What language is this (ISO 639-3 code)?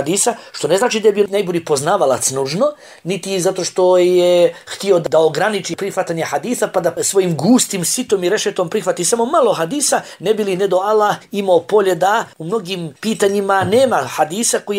bos